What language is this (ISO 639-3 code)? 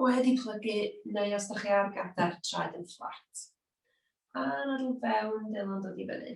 cym